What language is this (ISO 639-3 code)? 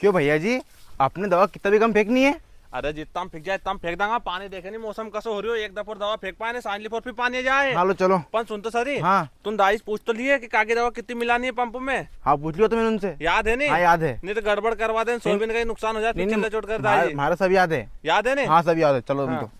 raj